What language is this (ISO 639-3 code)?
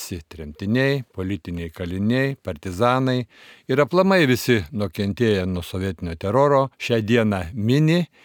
lit